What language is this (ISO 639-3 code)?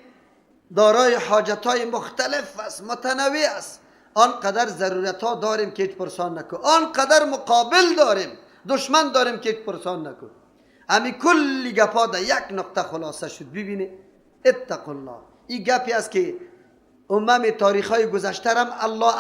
fas